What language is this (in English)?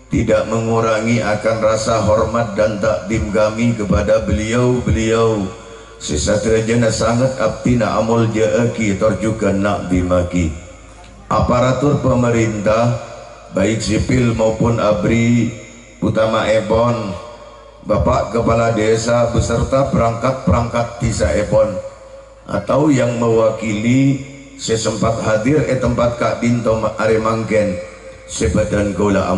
Madurese